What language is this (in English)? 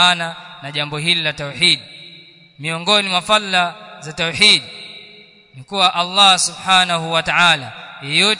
Swahili